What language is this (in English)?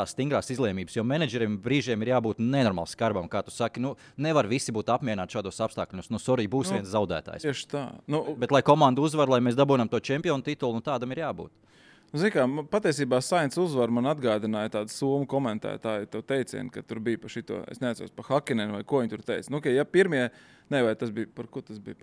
Latvian